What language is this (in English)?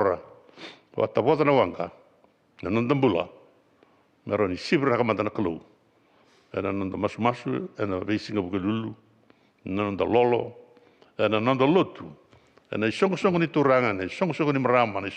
Fijian